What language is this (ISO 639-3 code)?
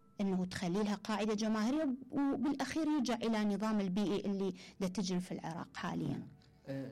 acm